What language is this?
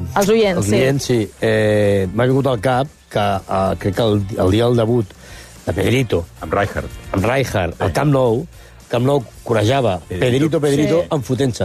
Catalan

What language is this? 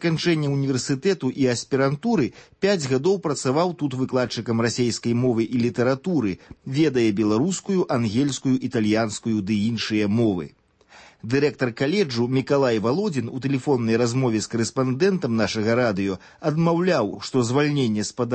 Belarusian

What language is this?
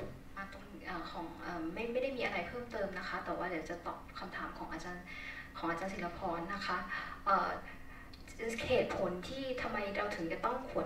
Thai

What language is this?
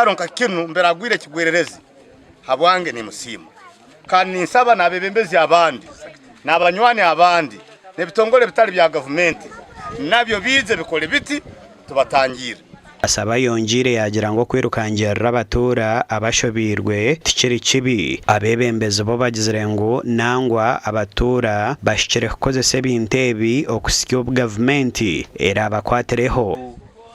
Nyankole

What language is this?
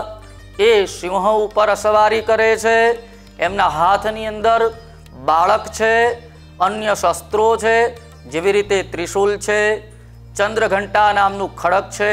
Gujarati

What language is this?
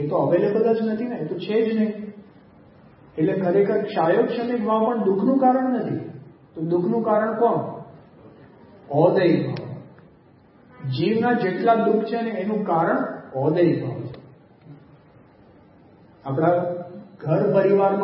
Gujarati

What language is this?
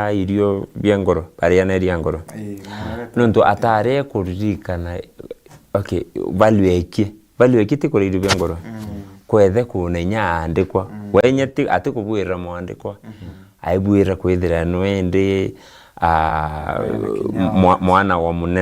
Meru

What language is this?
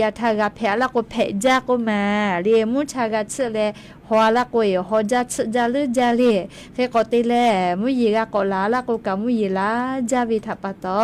Lahu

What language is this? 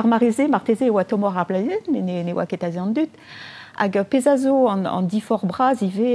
Breton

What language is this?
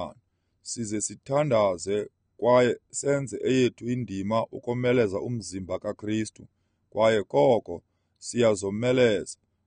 Xhosa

